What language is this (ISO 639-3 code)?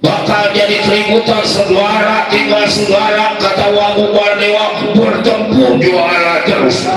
bew